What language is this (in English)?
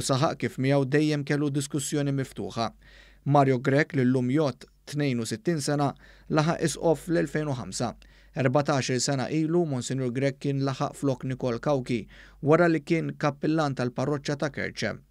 Maltese